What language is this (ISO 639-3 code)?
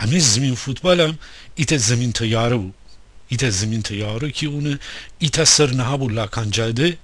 glk